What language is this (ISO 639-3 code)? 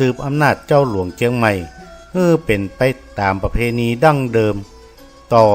nod